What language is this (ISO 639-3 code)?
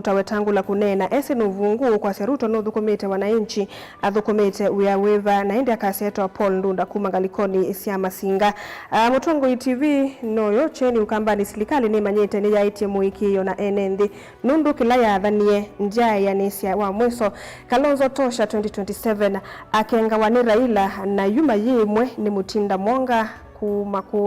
kam